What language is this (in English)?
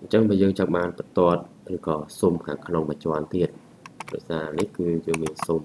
Khmer